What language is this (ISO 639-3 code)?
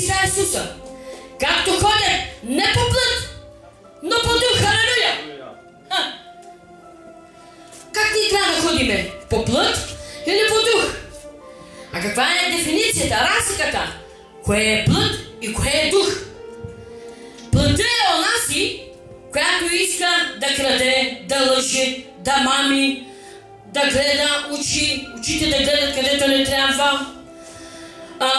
bul